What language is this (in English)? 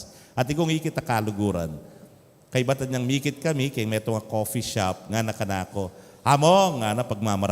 Pampanga